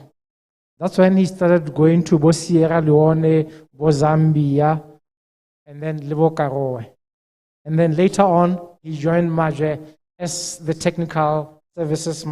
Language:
Tswana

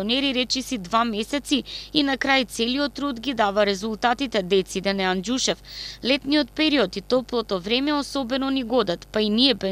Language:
Macedonian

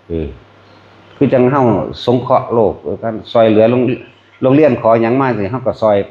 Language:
Lao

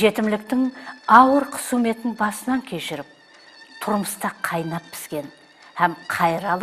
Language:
Kara-Kalpak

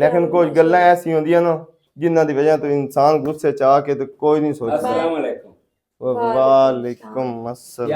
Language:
Western Panjabi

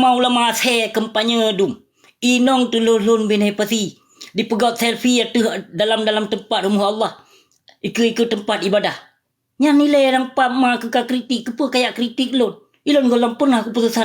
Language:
Achinese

